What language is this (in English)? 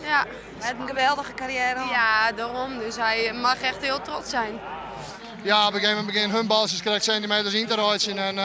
Western Frisian